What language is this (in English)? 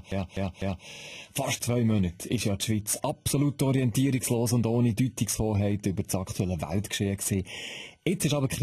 Swiss German